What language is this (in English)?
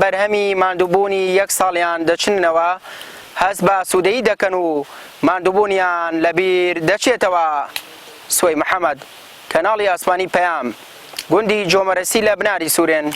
Central Kurdish